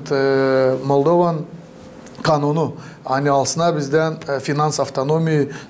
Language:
Gagauz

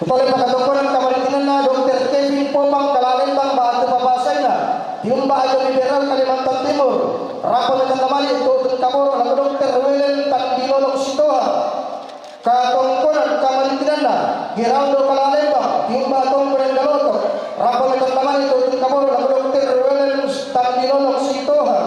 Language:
Toraja-Sa'dan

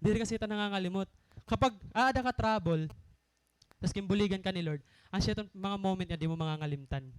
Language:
Waray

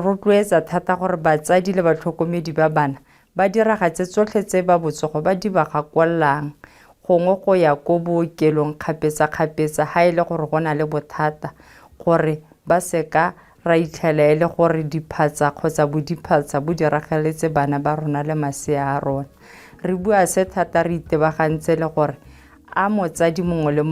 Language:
Tswana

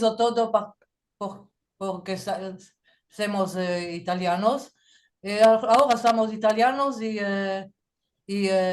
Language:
Ladino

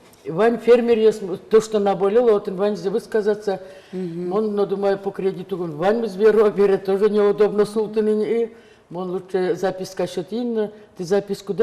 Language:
Udmurt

